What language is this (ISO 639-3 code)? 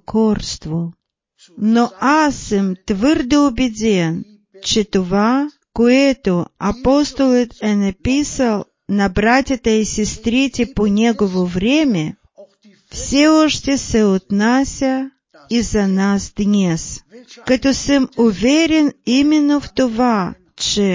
bul